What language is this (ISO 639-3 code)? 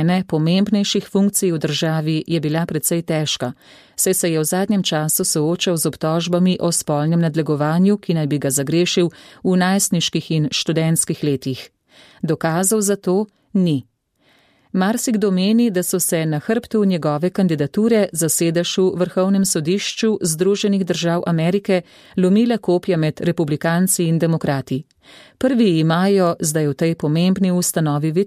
slv